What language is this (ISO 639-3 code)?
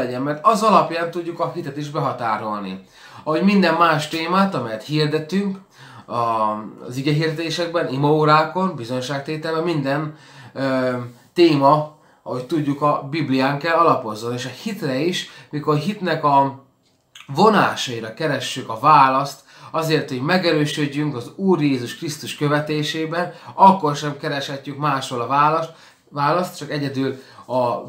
hun